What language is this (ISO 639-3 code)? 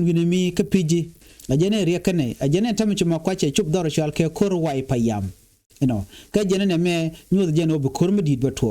nus